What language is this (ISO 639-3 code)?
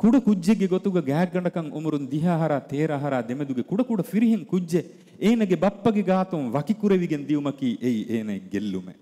div